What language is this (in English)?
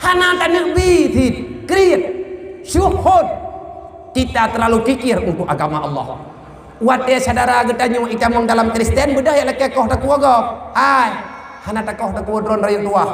Achinese